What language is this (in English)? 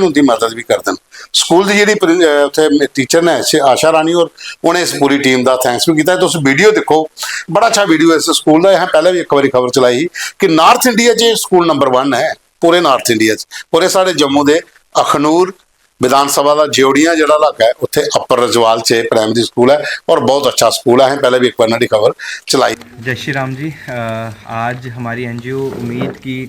Dogri